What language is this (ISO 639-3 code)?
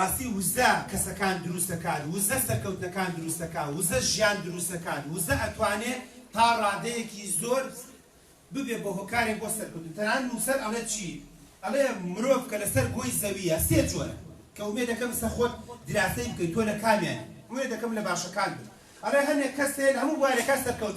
ckb